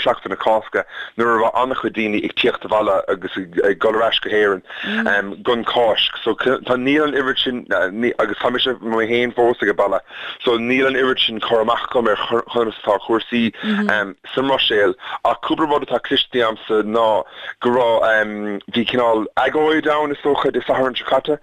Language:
Irish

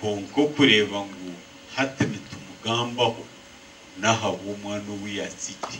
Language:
Nyankole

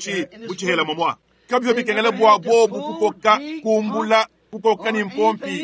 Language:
Luba-Lulua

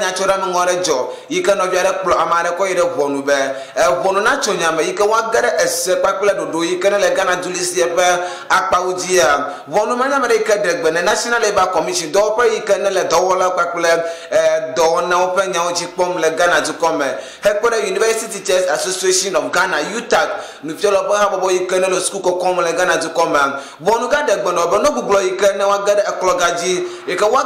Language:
Ewe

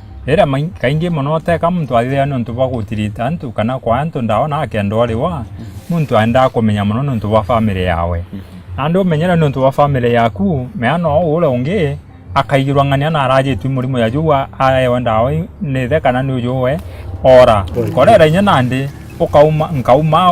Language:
Meru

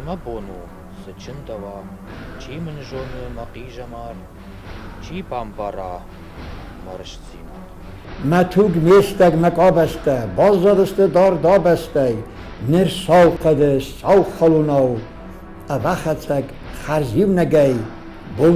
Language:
Ossetic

